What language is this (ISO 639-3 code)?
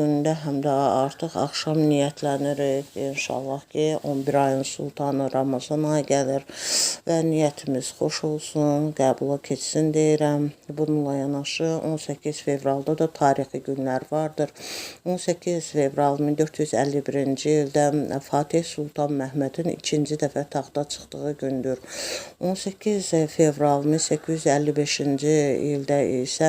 aze